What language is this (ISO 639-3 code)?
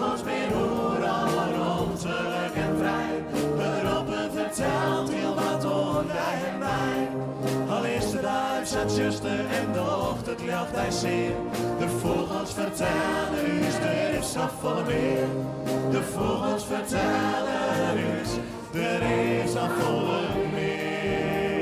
fry